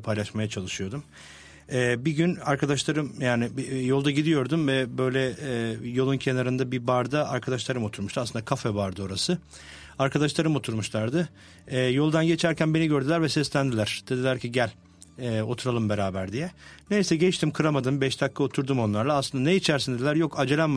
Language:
Turkish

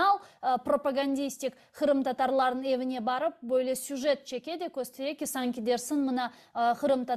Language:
Crimean Tatar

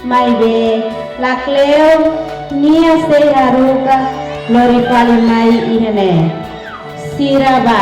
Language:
Tetum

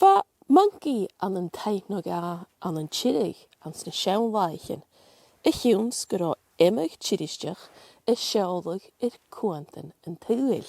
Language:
Scottish Gaelic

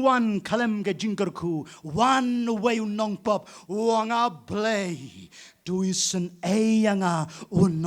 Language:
Khasi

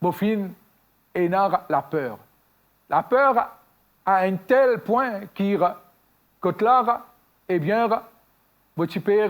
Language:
Morisyen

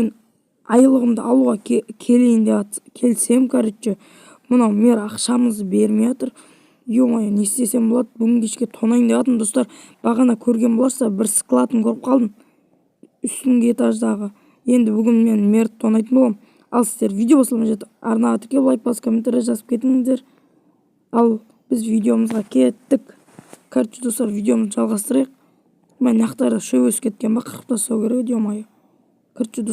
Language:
Kazakh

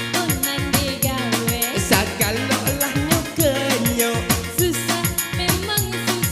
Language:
Minangkabau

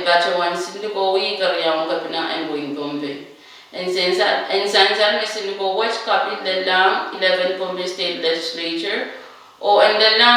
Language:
Pohnpeian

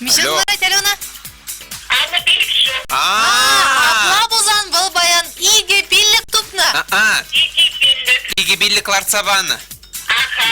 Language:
Chuvash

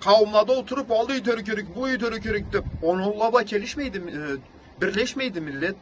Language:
Karachay-Balkar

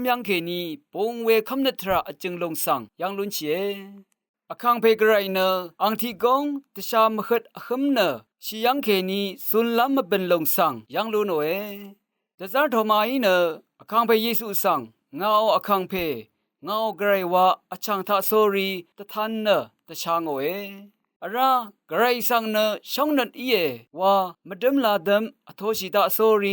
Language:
Rawang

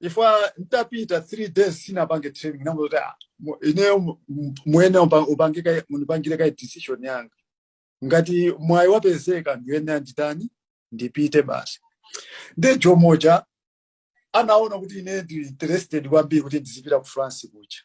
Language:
Nyanja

